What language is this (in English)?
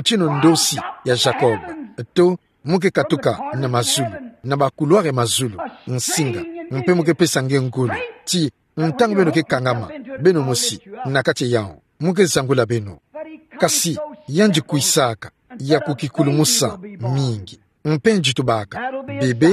Kituba (Democratic Republic of Congo)